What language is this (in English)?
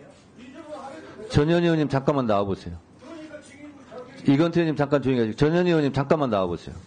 Korean